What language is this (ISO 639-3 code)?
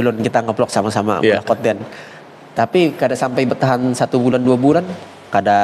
bjn